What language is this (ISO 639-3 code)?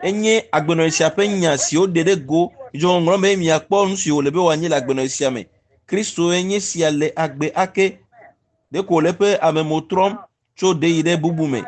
ewe